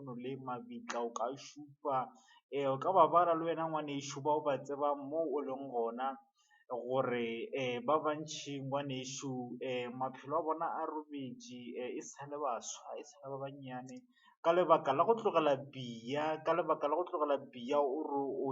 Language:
Northern Sotho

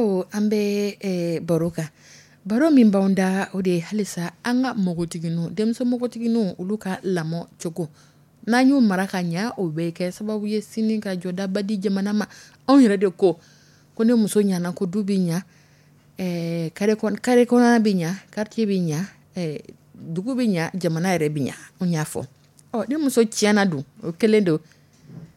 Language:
Dyula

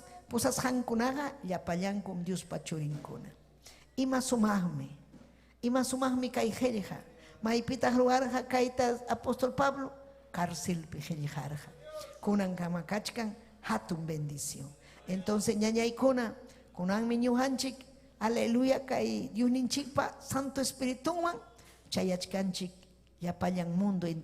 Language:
Ayacucho Quechua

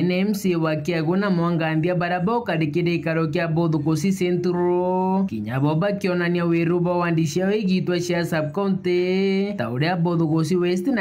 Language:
Meru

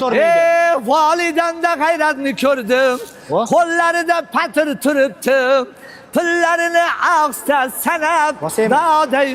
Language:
Uzbek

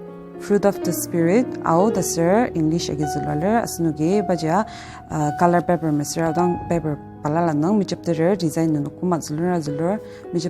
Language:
Ao Naga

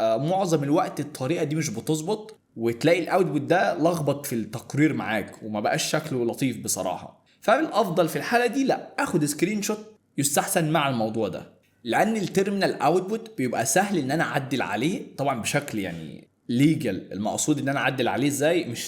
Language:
Egyptian Arabic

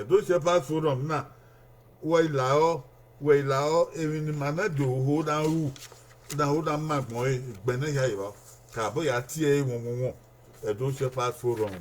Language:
Bini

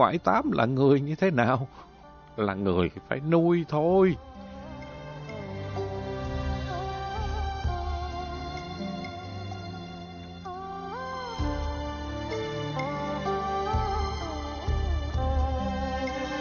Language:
Vietnamese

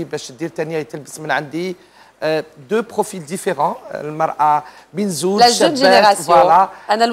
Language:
Algerian Arabic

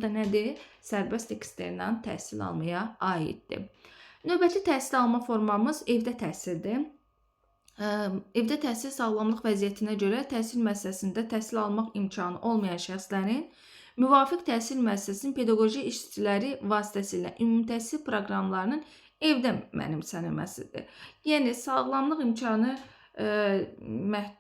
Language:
Azerbaijani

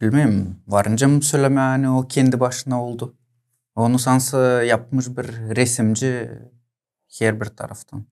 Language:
Gagauz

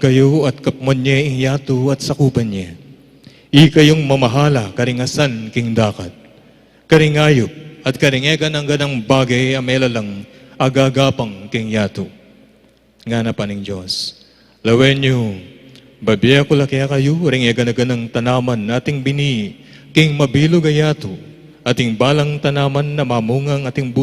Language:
Pampanga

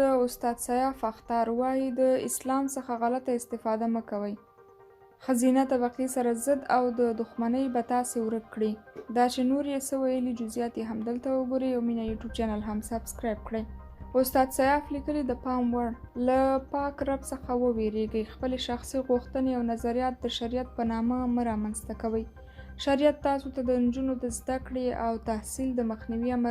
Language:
Pashto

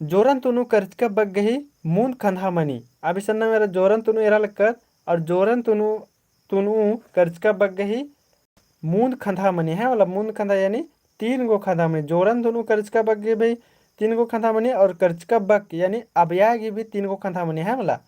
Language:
Kurukh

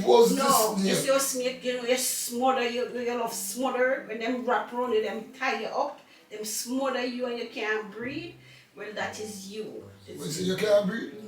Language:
Jamaican Creole English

